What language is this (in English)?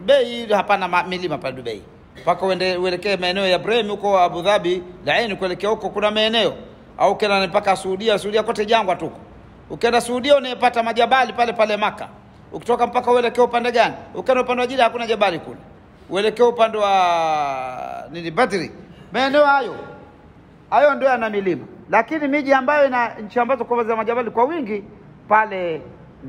Swahili